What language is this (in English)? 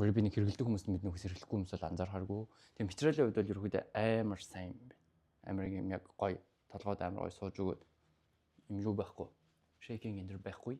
Mongolian